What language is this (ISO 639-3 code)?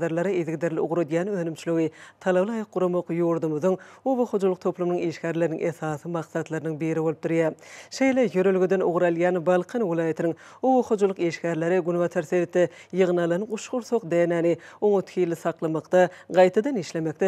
tuk